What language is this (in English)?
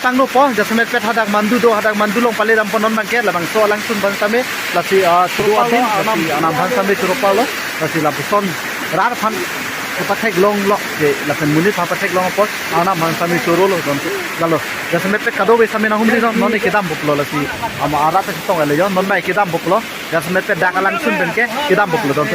Karbi